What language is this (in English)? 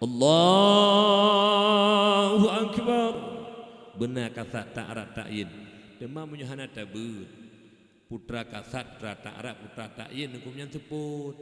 Achinese